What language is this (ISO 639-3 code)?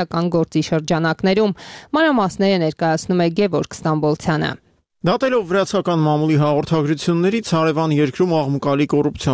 hye